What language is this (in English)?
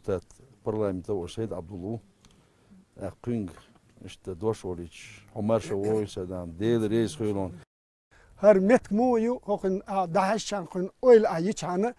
Chechen